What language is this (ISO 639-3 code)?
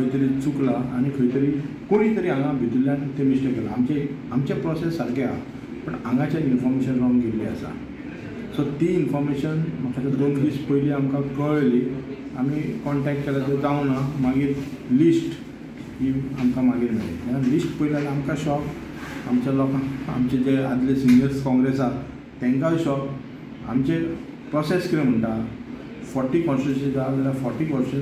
kok